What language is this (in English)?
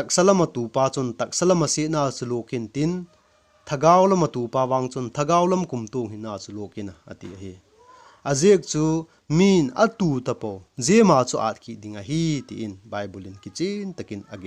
Vaiphei